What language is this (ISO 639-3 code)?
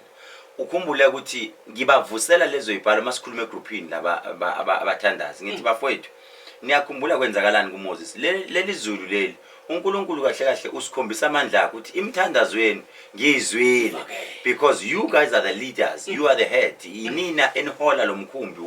zul